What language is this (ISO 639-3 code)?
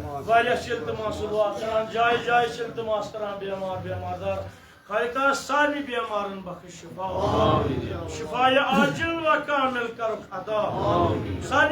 kas